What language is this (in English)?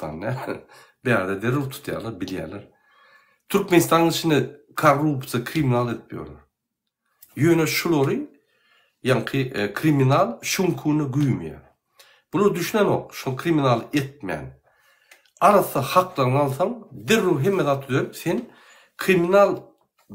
Turkmen